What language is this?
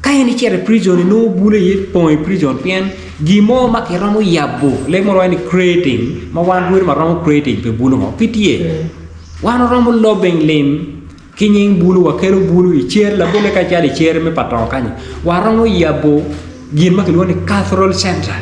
Acoli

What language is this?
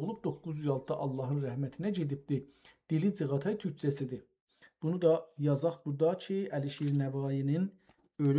South Azerbaijani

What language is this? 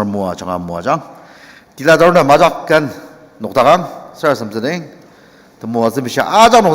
Ao Naga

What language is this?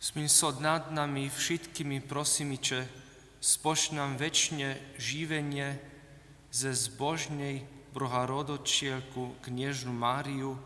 Upper Sorbian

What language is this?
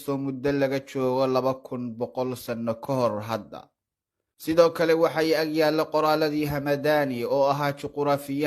Somali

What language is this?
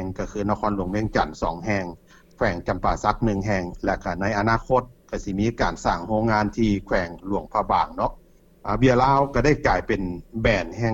Lao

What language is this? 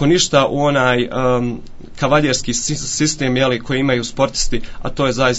Croatian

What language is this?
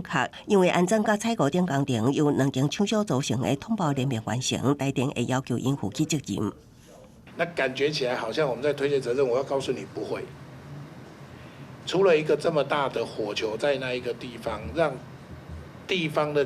Min Nan Chinese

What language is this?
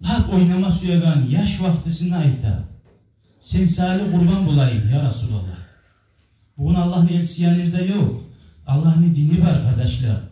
Kumyk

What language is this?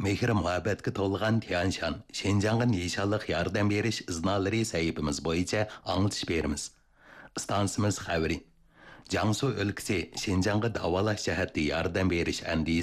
Uyghur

